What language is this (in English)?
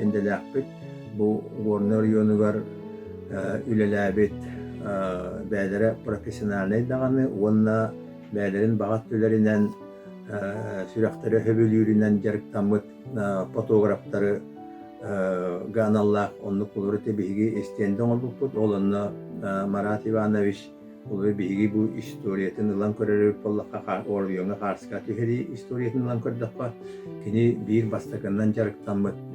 Yakut